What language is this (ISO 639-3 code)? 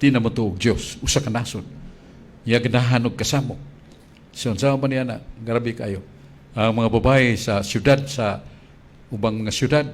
ceb